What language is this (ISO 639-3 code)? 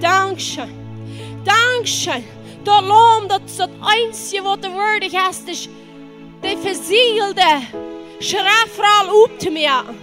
pdt